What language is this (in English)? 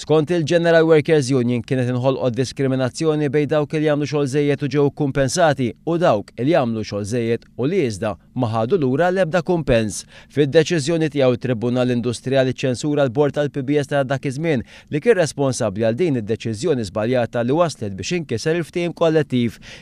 Maltese